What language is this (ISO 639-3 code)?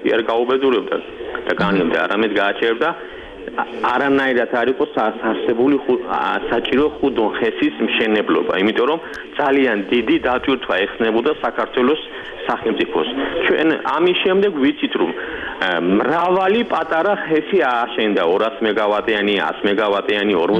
kat